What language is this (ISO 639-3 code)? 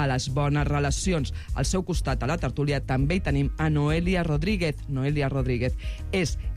cat